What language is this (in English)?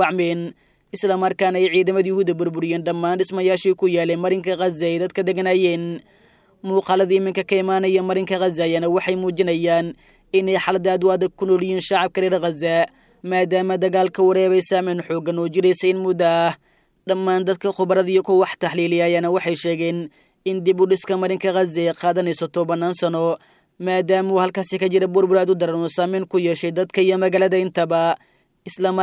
Somali